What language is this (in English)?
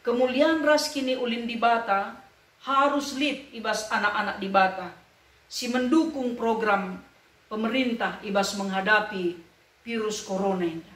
Batak Karo